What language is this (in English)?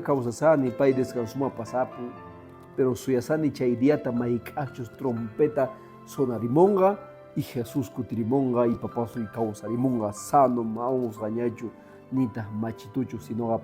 Quechua